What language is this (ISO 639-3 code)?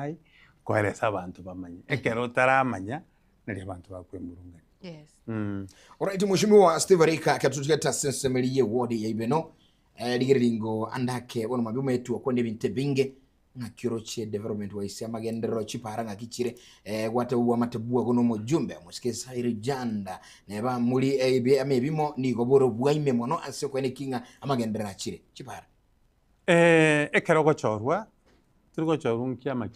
guz